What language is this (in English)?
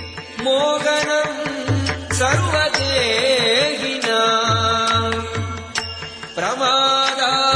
Sanskrit